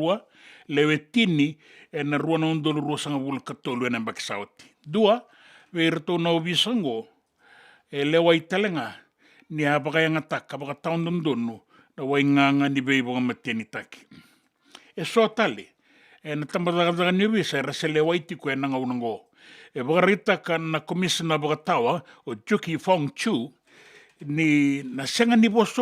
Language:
Fijian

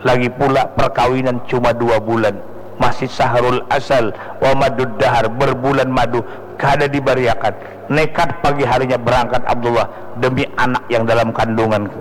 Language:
Banjar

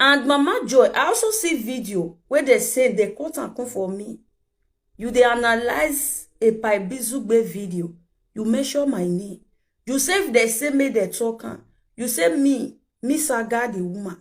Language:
Nigerian Pidgin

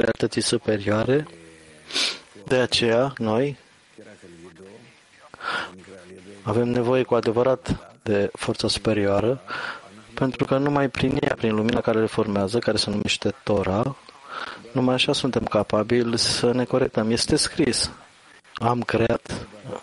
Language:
Romanian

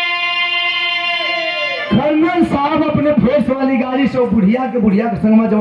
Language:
Bhojpuri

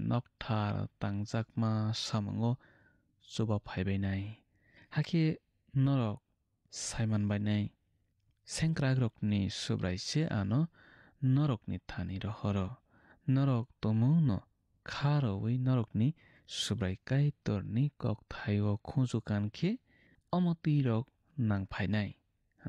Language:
Kok Borok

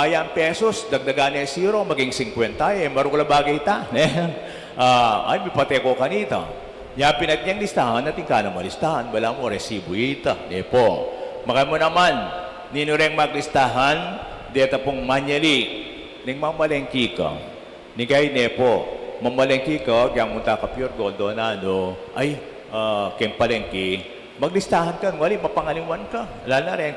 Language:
Pampanga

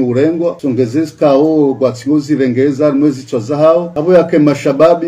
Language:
Ngazidja Comorian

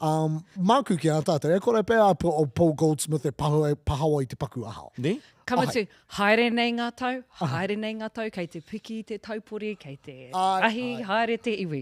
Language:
Māori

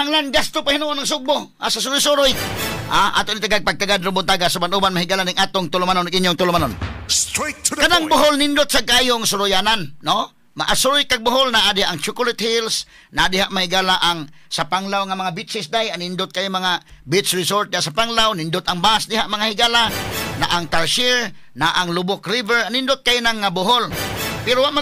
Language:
Cebuano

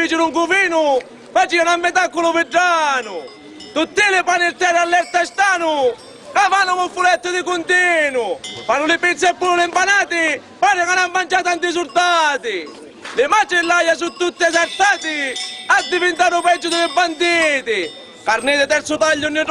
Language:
Sicilian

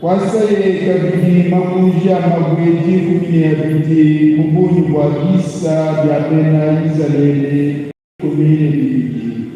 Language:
Luba-Lulua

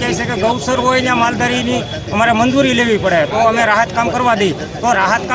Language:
Gujarati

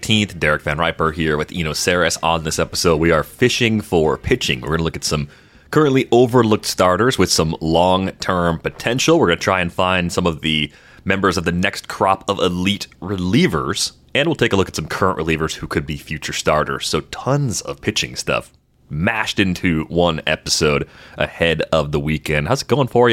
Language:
English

